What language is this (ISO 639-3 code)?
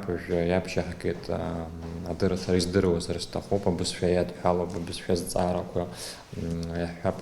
abk